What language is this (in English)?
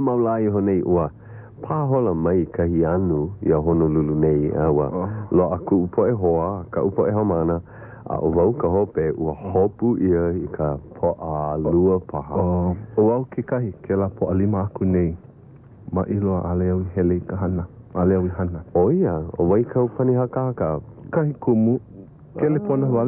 Hawaiian